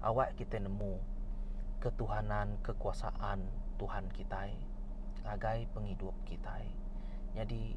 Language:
Iban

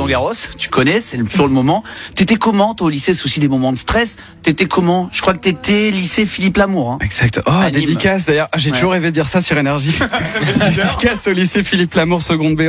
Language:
French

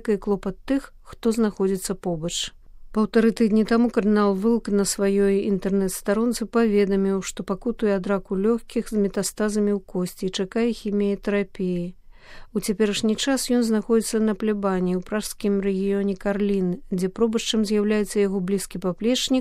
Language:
Belarusian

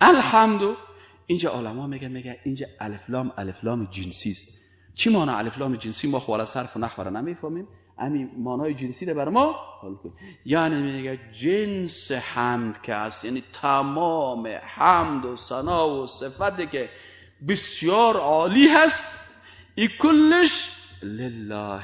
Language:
Persian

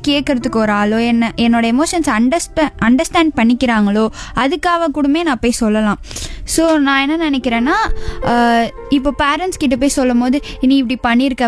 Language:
Tamil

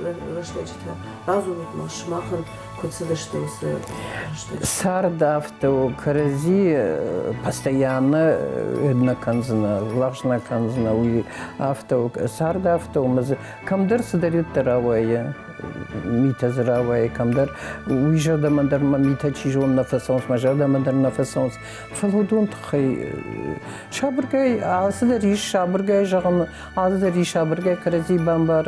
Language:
Ossetic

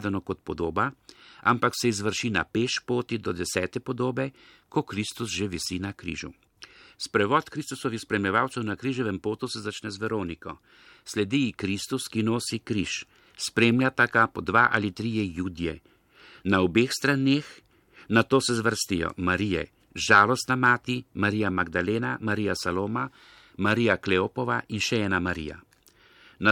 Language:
Slovenian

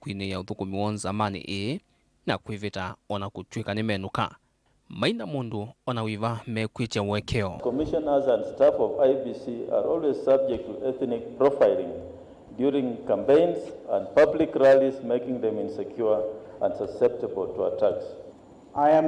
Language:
Kamba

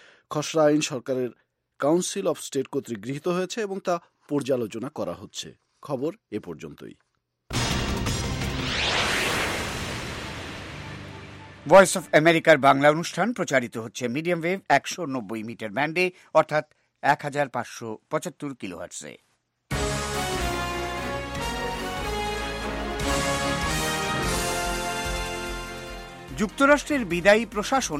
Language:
Bangla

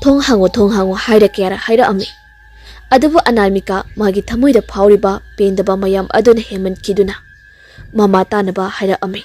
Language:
Manipuri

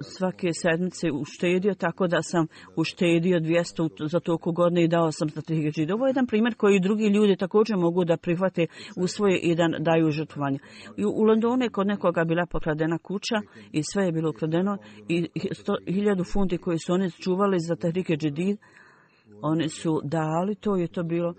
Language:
Bosnian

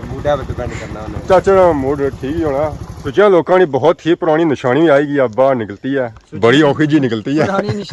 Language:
Pahari-Potwari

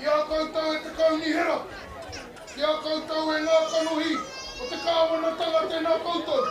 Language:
Māori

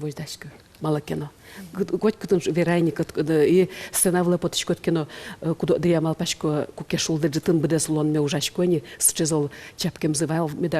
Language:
Udmurt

